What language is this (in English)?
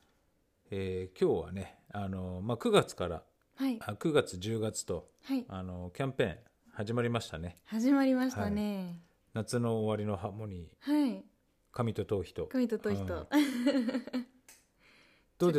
Japanese